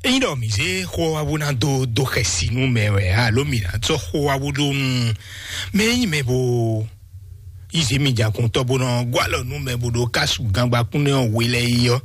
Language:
Fon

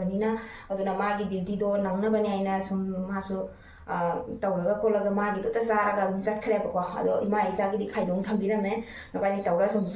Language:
Manipuri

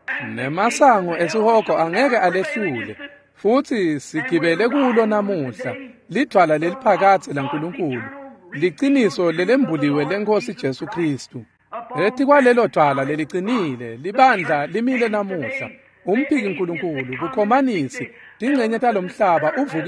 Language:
Swati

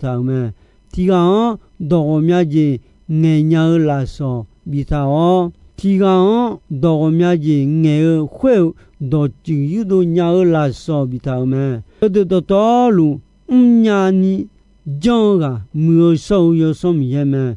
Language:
Akha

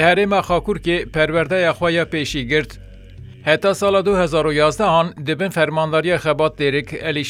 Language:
Kurdish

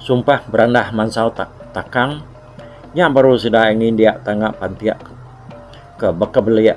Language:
Iban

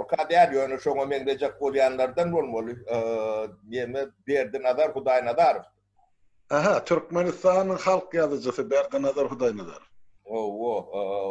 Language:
Turkmen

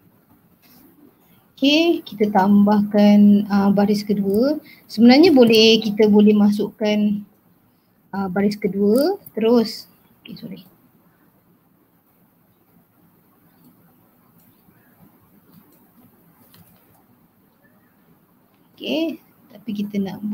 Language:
Malay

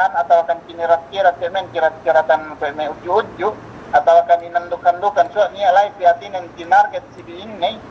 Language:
Yakan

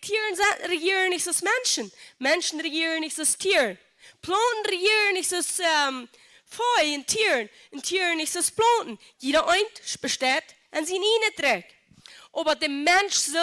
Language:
Plautdietsch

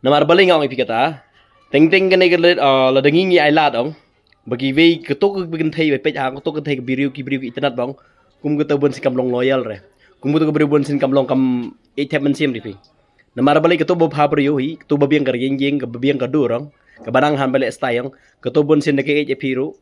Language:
Khasi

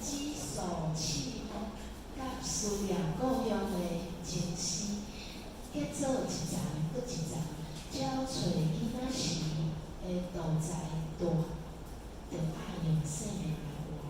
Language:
Min Nan Chinese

